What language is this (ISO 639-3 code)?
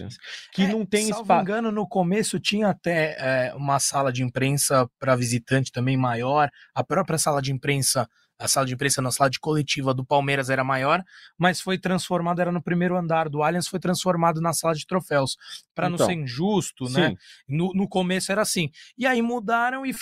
por